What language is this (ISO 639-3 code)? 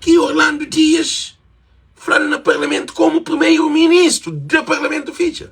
kea